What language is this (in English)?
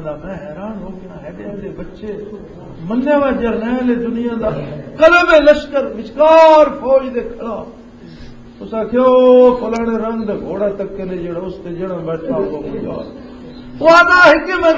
Western Panjabi